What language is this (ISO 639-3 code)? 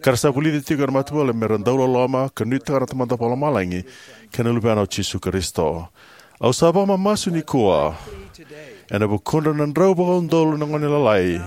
fij